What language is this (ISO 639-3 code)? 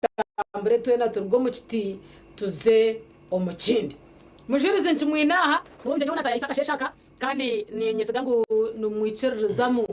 nyn